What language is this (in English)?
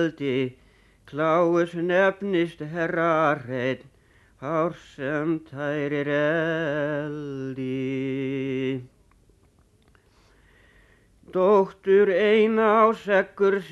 Icelandic